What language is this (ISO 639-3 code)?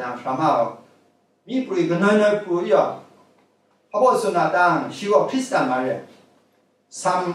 kac